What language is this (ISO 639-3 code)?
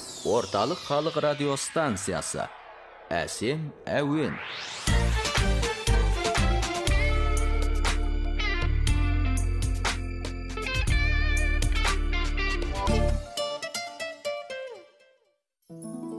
kaz